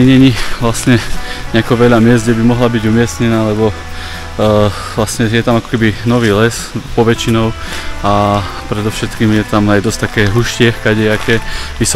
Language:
Slovak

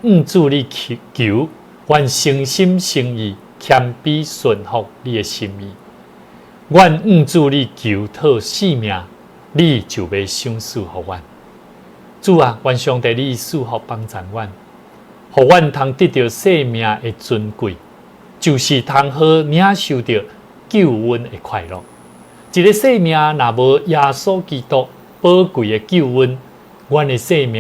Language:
Min Nan Chinese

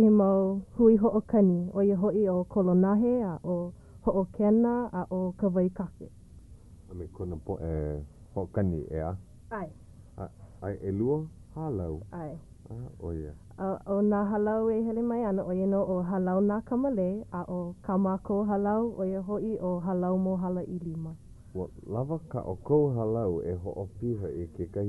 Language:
Hawaiian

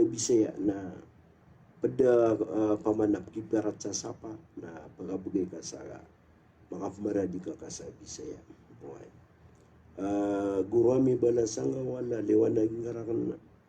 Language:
Maranao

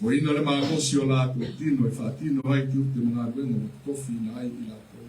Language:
Samoan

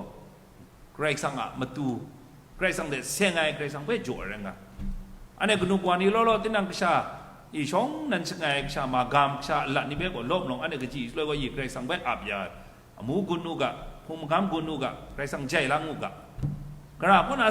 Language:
Kachin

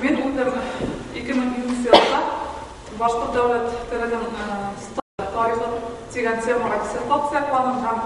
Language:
Bashkir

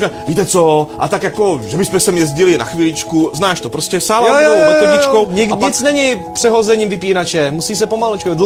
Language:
Czech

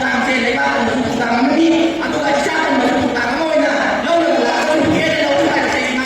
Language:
Manipuri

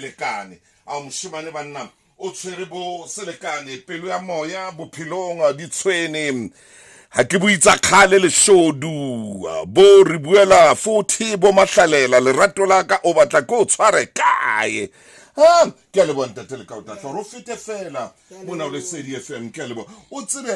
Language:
Tswana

